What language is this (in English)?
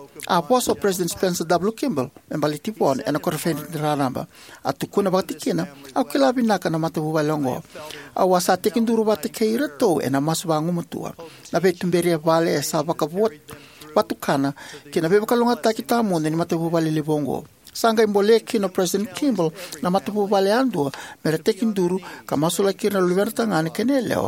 Fijian